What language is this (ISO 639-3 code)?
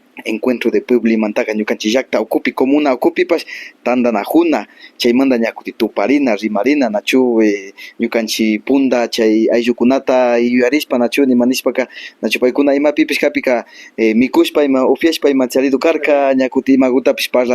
qvi